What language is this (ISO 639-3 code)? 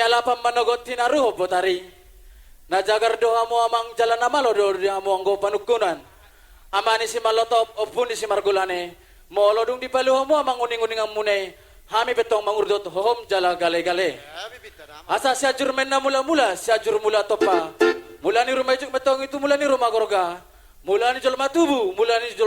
bbc